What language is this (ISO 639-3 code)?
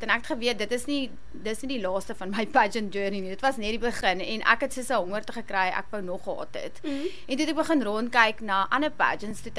afr